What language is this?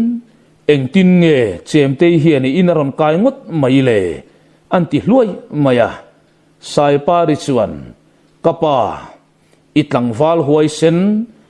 Mizo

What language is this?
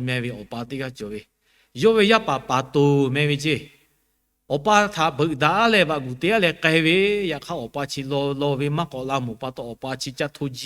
Lahu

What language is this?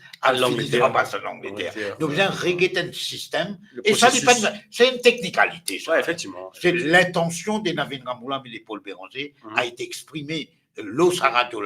Morisyen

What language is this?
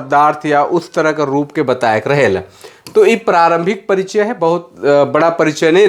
Sadri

